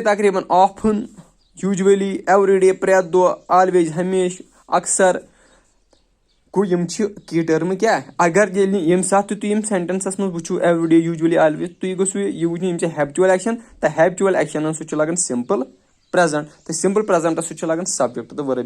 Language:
Kashmiri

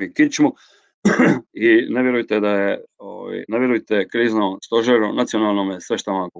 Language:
Croatian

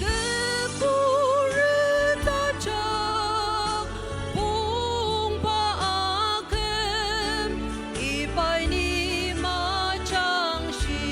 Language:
Ao Naga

